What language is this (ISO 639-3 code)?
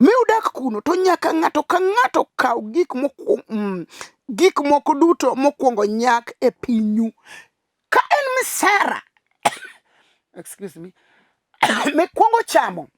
luo